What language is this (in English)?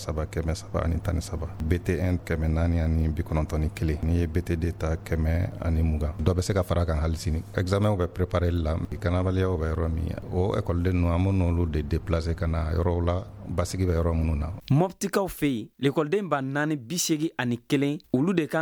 Bambara